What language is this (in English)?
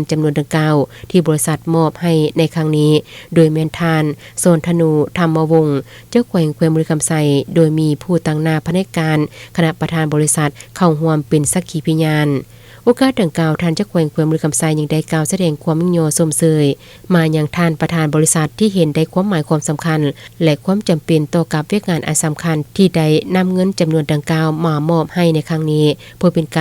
Lao